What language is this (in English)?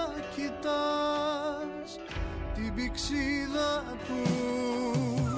Greek